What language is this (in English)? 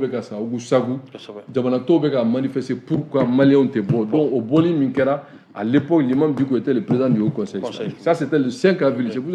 Bambara